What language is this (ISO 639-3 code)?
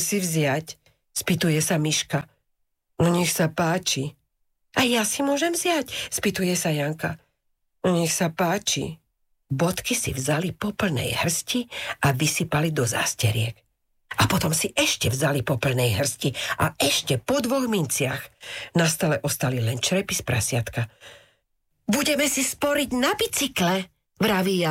slk